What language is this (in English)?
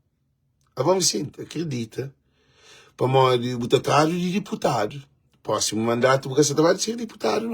Kabuverdianu